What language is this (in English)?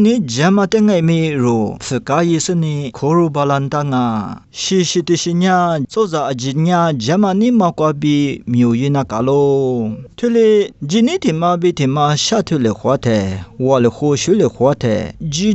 Lisu